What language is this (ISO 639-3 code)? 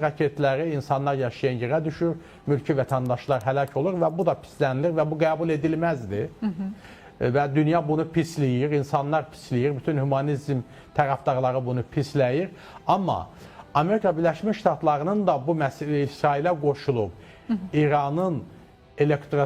aze